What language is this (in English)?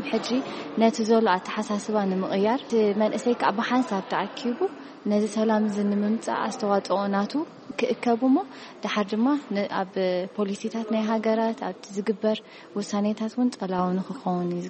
Tigrinya